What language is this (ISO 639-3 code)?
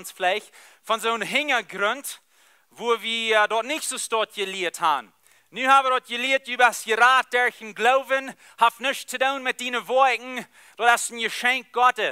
pdt